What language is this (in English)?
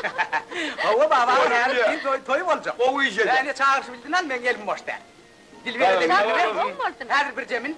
Turkmen